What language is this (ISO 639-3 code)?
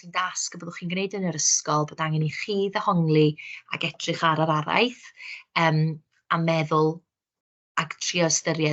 cym